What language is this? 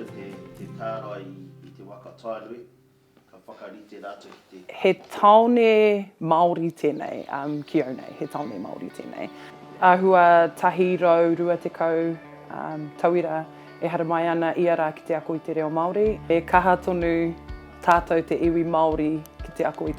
Māori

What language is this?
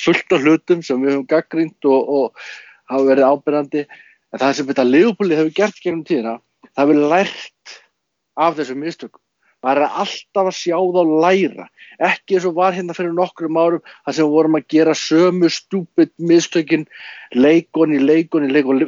Icelandic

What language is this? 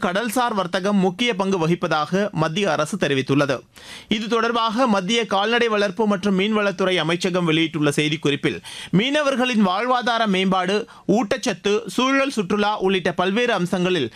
Tamil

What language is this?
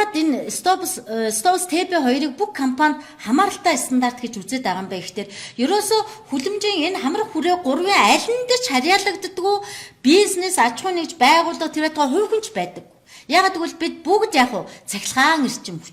Mongolian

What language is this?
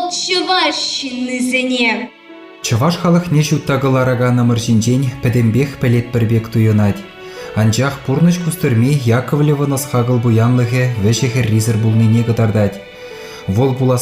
Chuvash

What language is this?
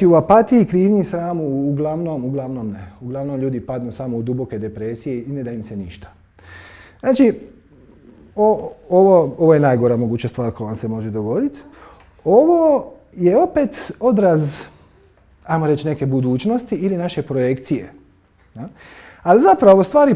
Croatian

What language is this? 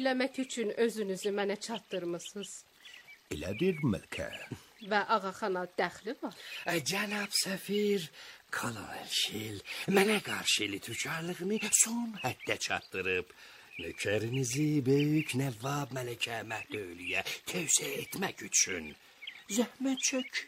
Azerbaijani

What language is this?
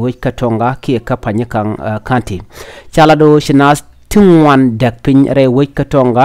Nuer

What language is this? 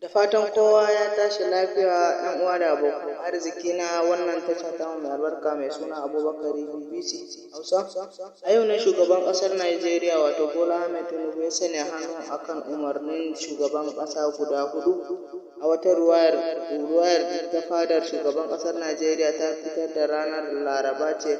Hausa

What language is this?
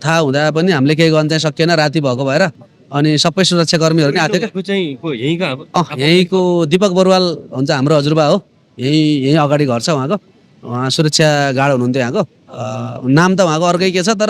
Nepali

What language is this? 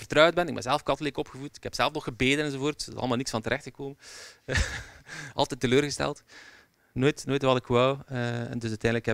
Dutch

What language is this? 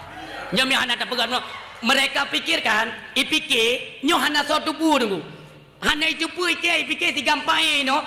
Achinese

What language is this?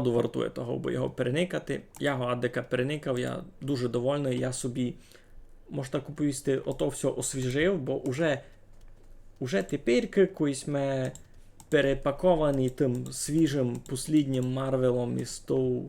Rusyn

